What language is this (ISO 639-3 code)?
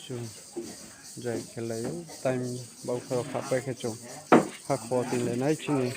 ria